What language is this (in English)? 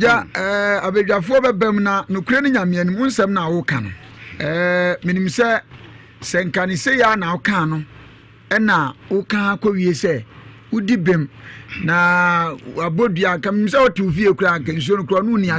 Akan